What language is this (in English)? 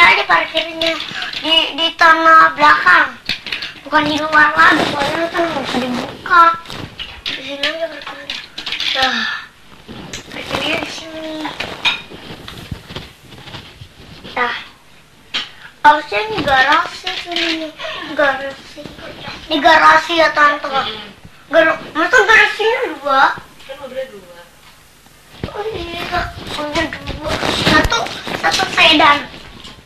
Indonesian